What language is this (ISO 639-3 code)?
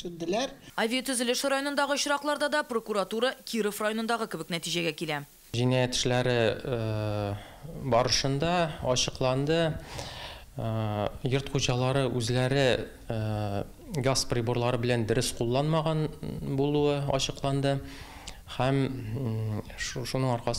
tat